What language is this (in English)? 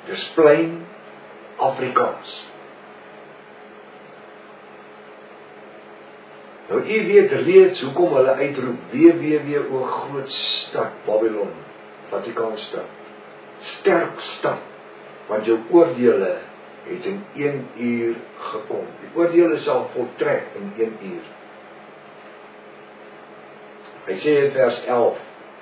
Afrikaans